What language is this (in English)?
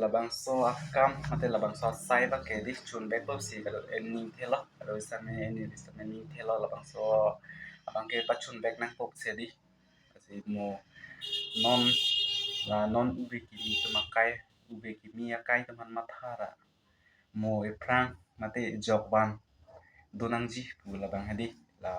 Karbi